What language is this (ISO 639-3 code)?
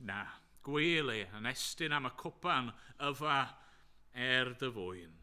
cym